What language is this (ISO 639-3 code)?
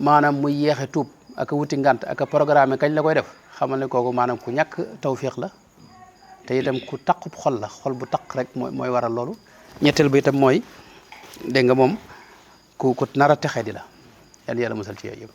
wol